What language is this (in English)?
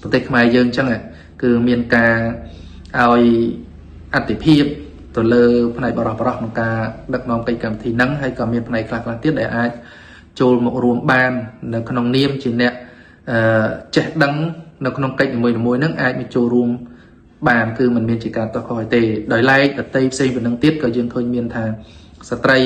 Khmer